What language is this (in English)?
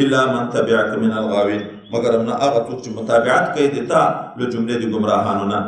Pashto